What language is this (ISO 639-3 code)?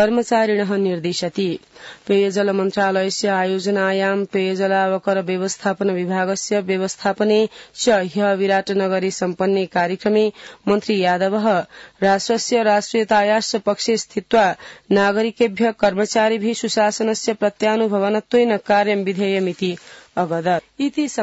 san